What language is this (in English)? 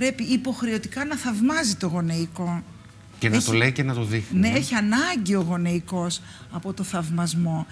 Greek